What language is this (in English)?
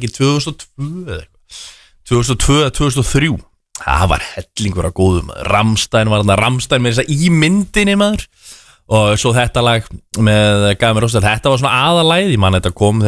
Icelandic